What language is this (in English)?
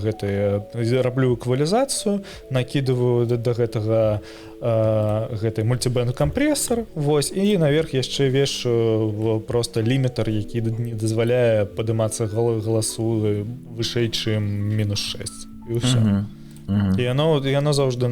Belarusian